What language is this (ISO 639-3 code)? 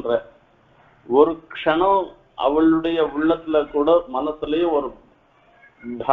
tam